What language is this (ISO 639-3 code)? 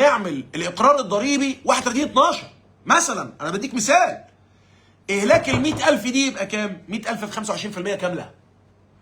arz